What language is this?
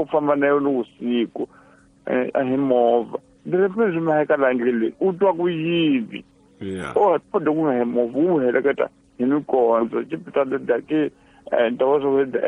Tsonga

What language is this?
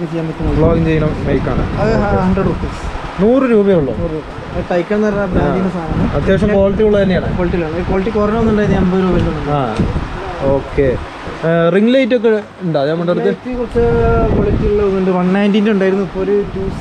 Malayalam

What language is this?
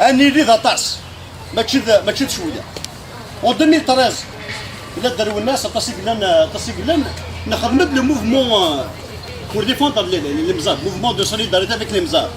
Kabyle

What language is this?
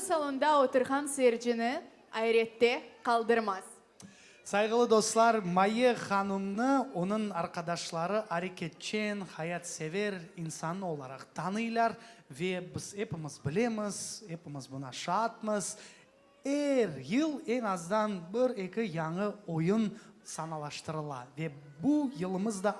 Crimean Tatar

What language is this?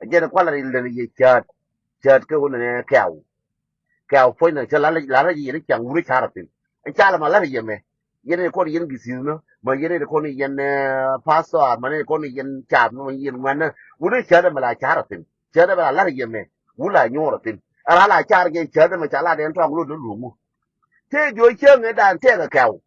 Nuer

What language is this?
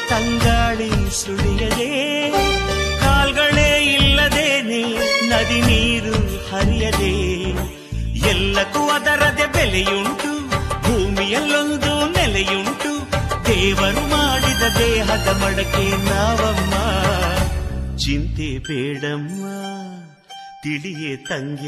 Kannada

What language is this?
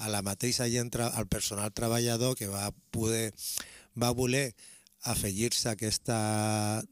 Catalan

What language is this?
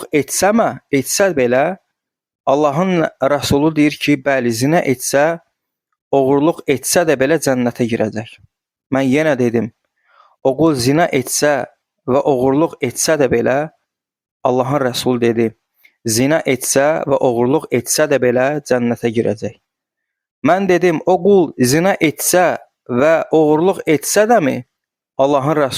Azerbaijani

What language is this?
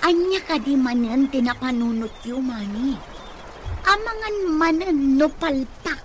Iloko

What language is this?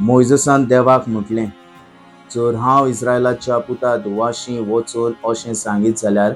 Konkani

